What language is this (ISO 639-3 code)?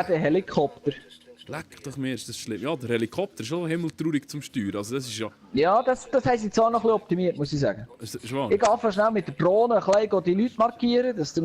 gsw